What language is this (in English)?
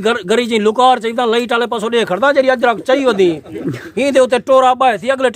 Saraiki